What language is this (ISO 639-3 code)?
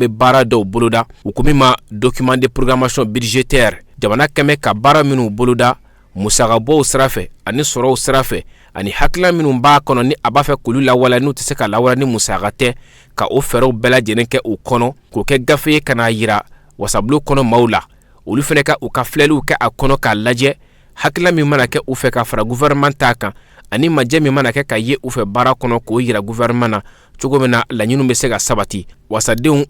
bam